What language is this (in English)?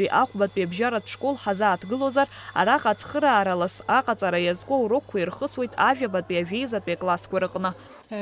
Abkhazian